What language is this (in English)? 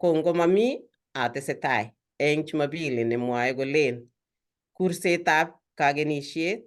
Kalenjin